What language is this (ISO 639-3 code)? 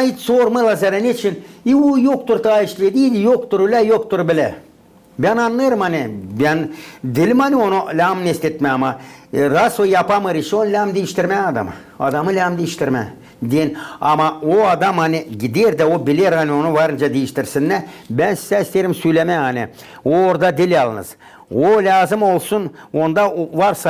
gag